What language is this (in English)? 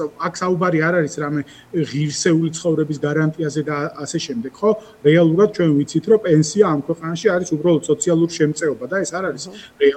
Georgian